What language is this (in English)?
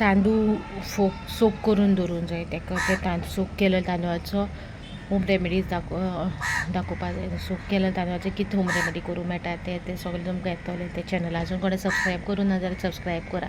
Konkani